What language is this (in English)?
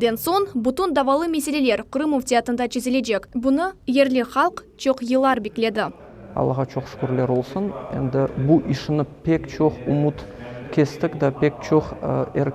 Crimean Tatar